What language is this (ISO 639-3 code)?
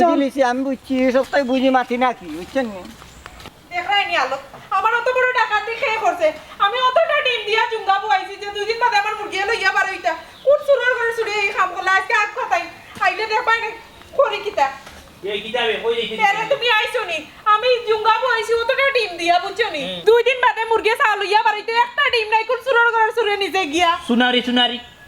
syl